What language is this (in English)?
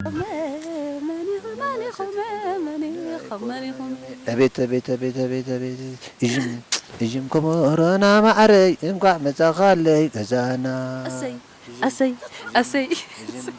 Tigrinya